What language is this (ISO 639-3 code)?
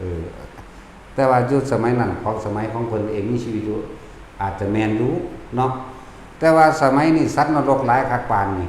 tts